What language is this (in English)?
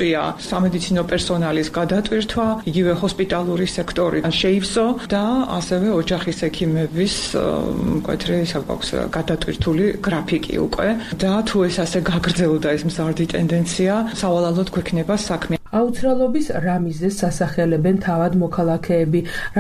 Georgian